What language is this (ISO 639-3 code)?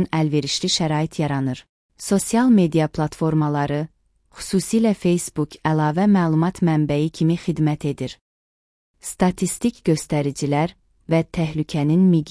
aze